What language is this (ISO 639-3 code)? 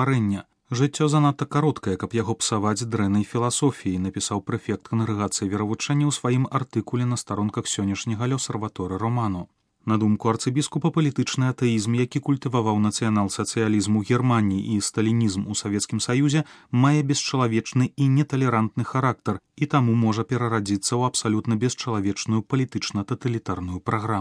bel